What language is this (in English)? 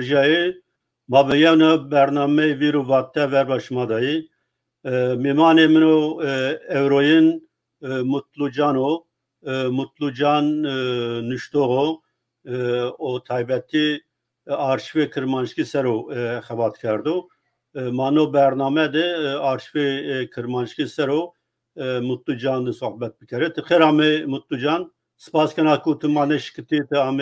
Zaza